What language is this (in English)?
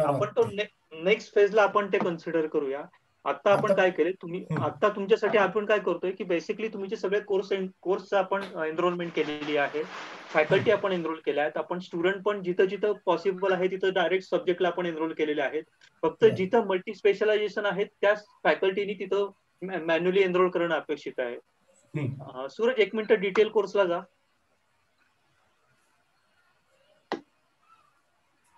Marathi